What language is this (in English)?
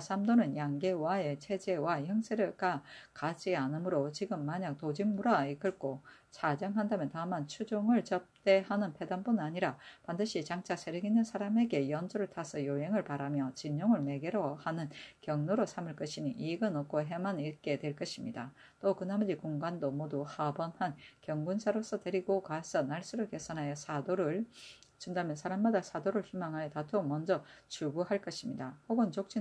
Korean